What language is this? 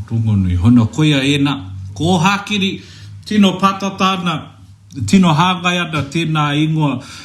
Māori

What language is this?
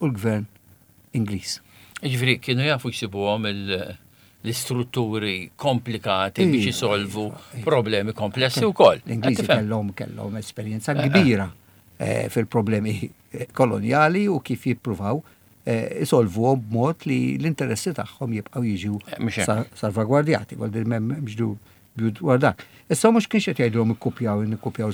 Maltese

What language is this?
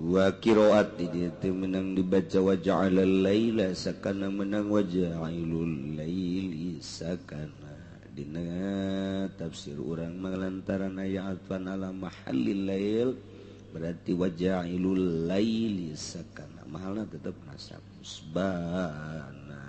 Sundanese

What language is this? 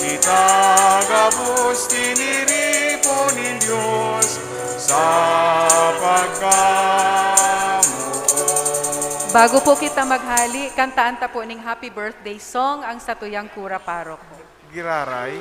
Bikol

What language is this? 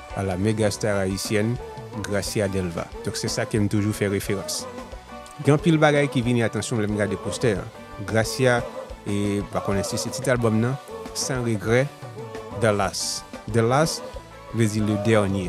Haitian Creole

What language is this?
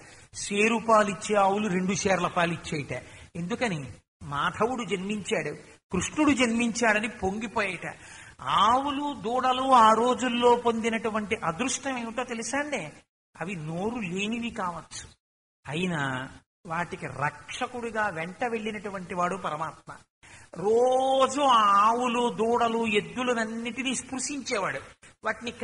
Telugu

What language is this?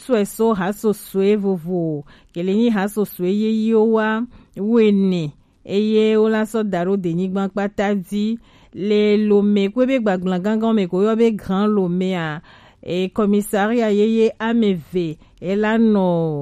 Gen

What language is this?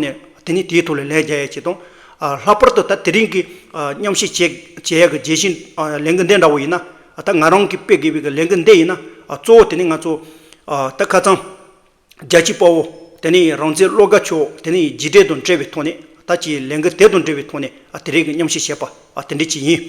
Tibetan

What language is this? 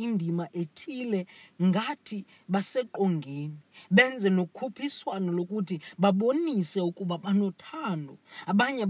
Xhosa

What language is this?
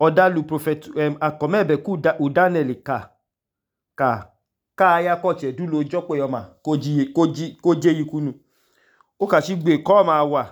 Idoma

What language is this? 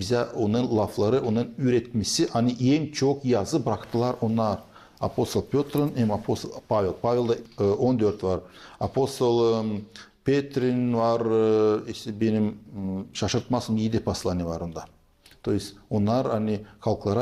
Gagauz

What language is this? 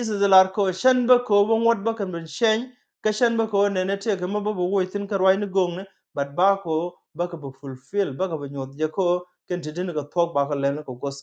Nuer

